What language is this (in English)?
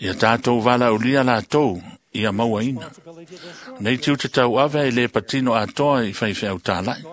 Samoan